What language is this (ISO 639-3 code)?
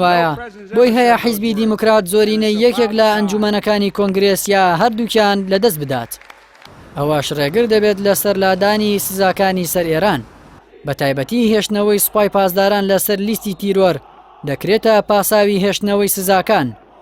ckb